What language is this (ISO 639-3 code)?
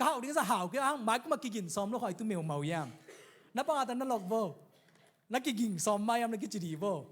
ctd